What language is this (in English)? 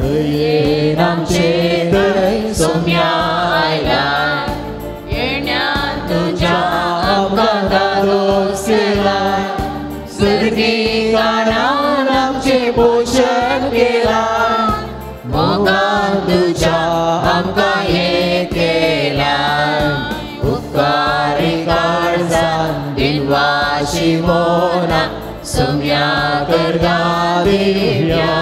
Konkani